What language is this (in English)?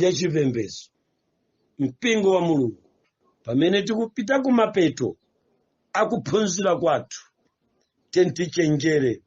Nyanja